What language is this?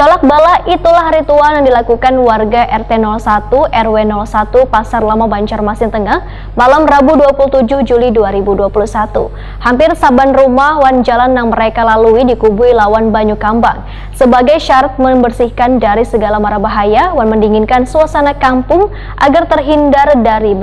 Banjar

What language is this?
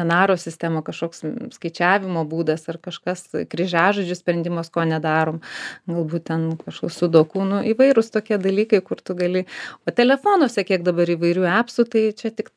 Lithuanian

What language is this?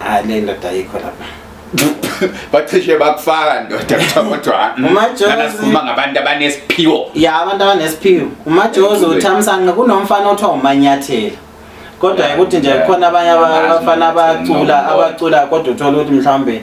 Zulu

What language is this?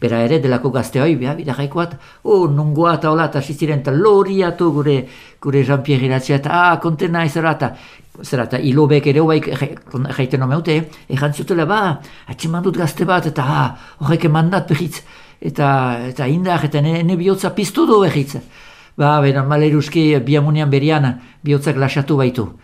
Basque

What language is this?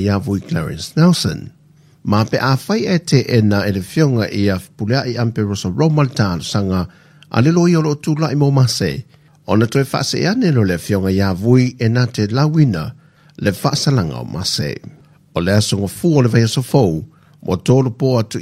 Samoan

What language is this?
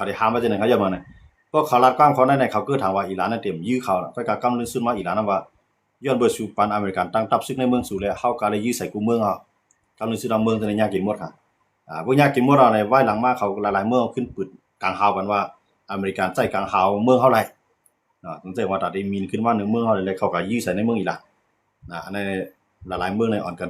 Shan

